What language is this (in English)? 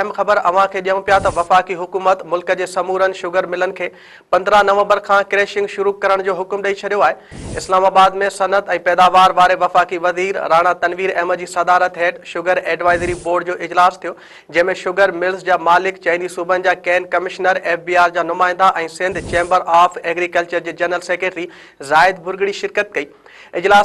Sindhi